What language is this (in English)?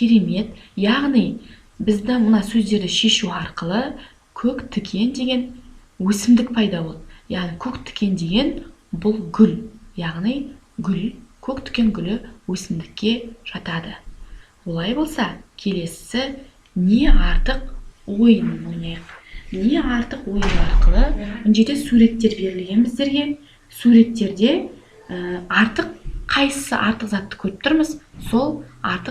Kazakh